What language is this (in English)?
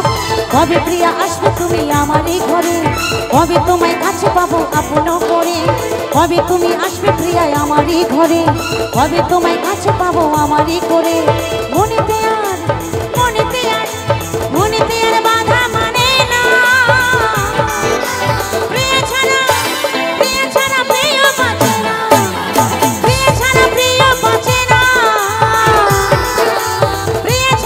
Bangla